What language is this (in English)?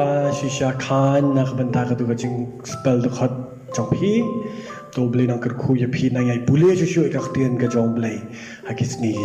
Khasi